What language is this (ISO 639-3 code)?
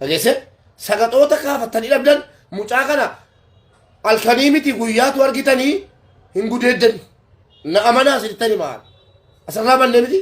orm